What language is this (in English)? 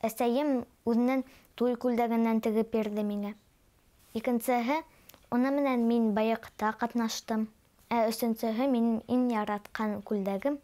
Bashkir